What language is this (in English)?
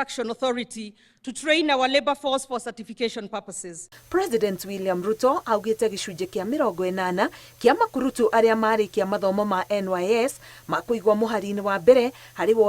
Kikuyu